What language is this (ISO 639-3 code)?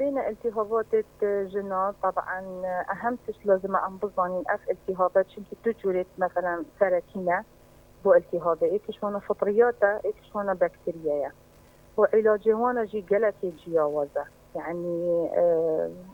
kur